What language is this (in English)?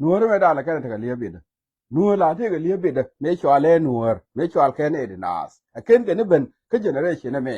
Nuer